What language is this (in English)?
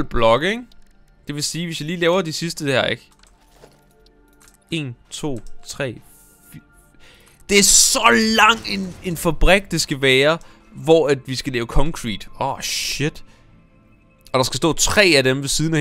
Danish